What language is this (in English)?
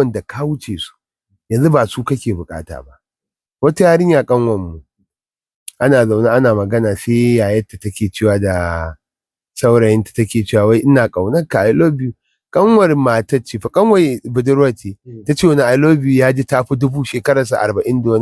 Hausa